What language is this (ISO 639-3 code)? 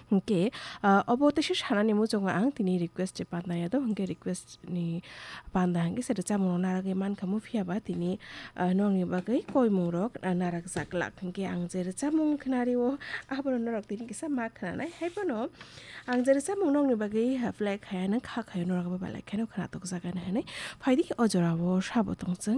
trp